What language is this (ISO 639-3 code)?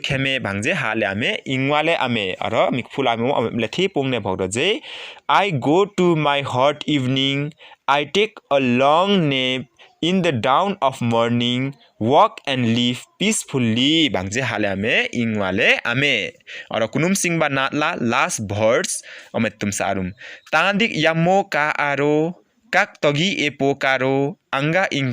lif